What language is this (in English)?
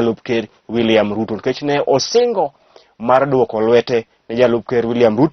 Luo (Kenya and Tanzania)